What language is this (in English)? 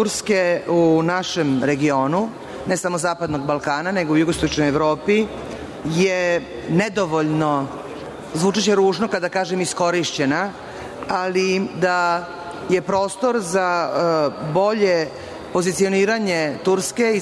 Serbian